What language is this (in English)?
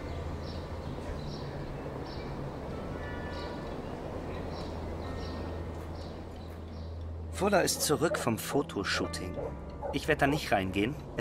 German